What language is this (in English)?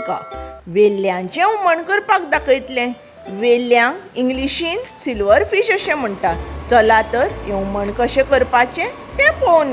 Konkani